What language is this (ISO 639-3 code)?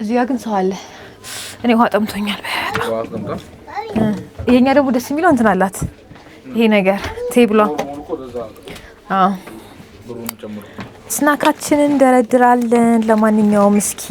amh